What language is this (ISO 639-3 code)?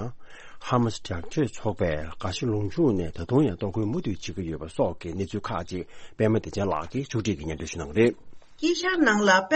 bod